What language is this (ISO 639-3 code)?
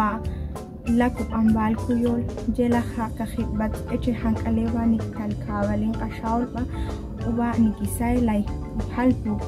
ixl